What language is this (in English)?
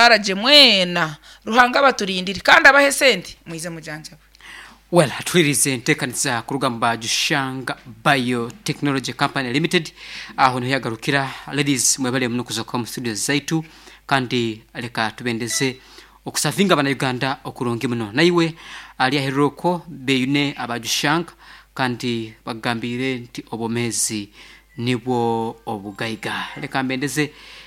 Nyoro